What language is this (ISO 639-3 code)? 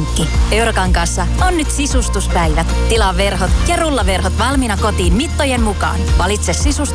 fin